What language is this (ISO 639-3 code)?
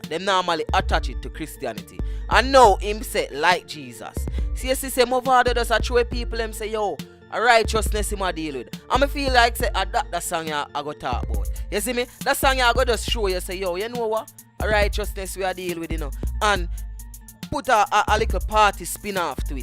jam